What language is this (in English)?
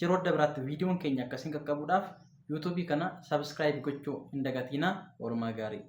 Oromo